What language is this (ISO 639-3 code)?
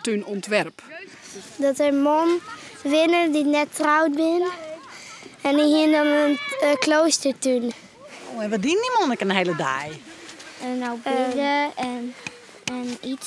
fry